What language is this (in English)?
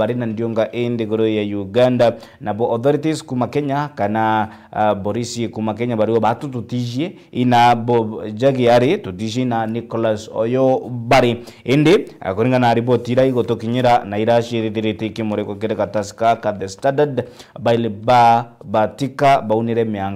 Meru